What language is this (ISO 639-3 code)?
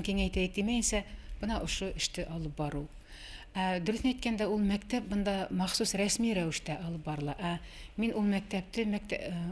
bak